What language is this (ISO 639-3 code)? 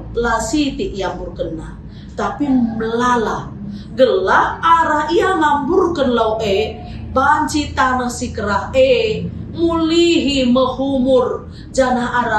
btx